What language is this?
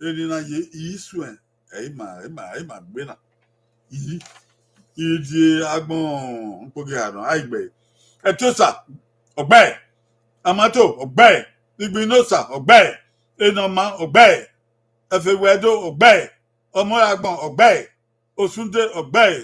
Bini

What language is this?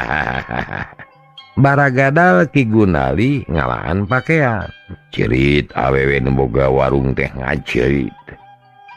Sundanese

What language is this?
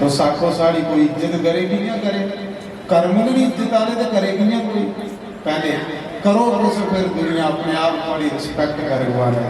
Dogri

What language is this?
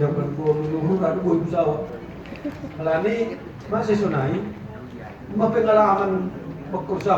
Batak Simalungun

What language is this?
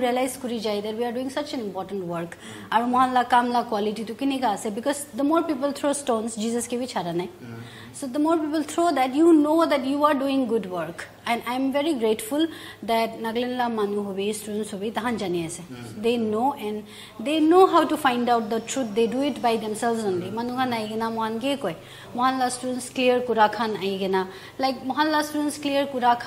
Naga Pidgin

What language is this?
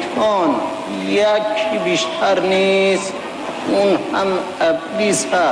Persian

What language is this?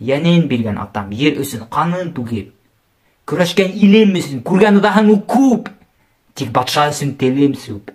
Bashkir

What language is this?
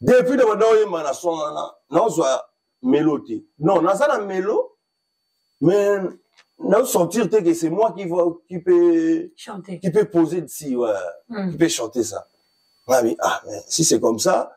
Lingala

